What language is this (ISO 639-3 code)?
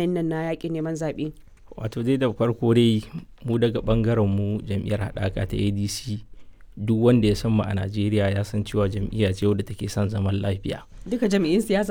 hau